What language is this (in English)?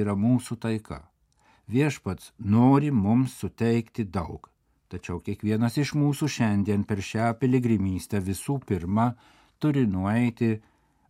Lithuanian